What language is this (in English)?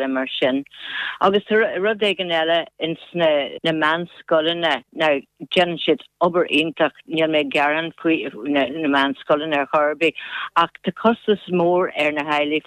Irish